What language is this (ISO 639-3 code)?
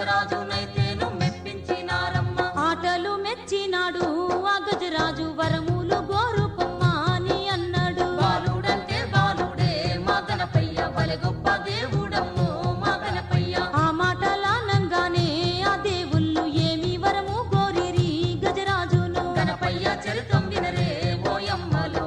tel